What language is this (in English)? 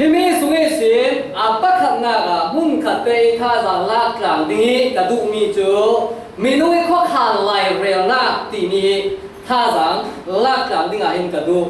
Falam Chin